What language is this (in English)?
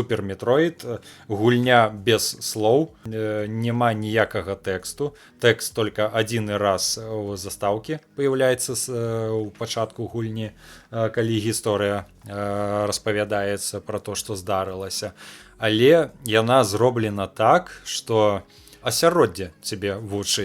Belarusian